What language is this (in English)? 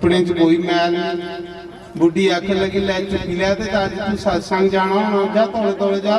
Dogri